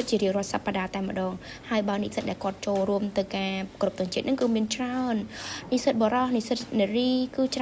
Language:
Khmer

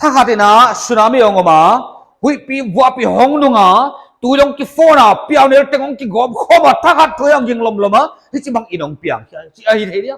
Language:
Paite Chin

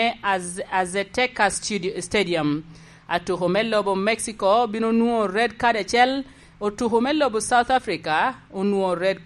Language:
Lango (Uganda)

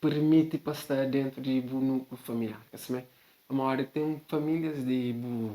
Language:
Kabuverdianu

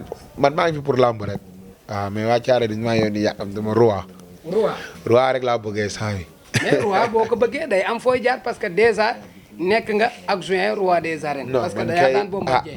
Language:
Wolof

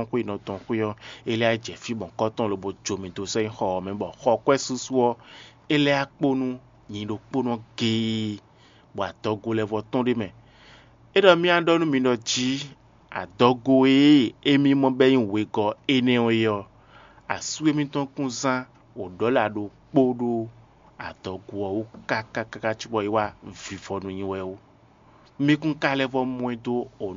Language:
Fon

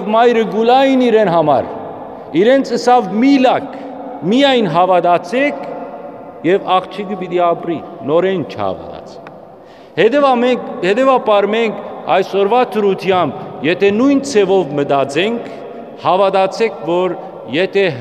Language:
Western Armenian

